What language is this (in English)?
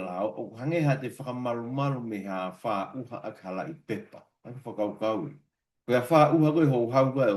Tongan